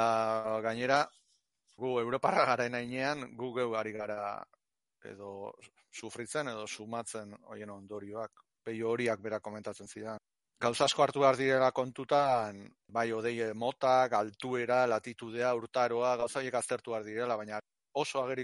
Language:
Basque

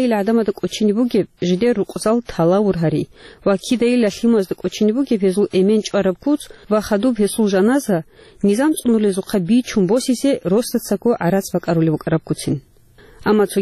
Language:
Avaric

